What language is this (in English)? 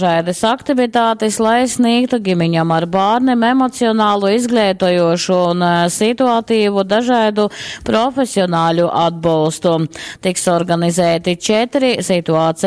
Latgalian